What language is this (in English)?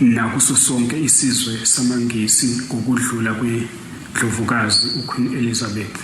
Zulu